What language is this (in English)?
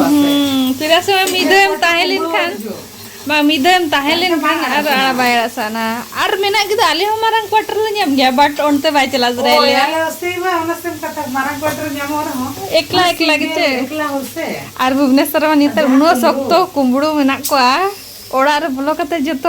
Santali